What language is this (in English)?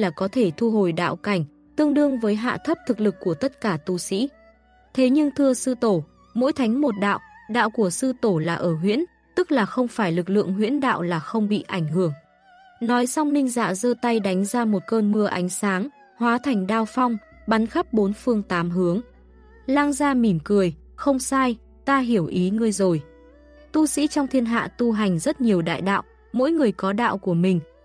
Vietnamese